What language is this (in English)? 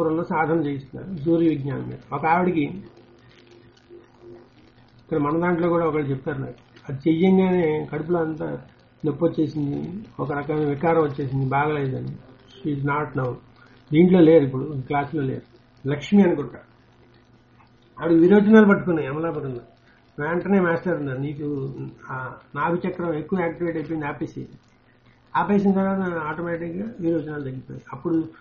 Telugu